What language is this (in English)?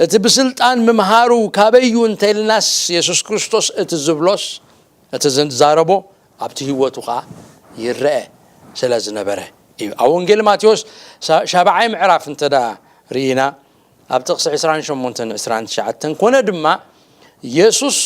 Tigrinya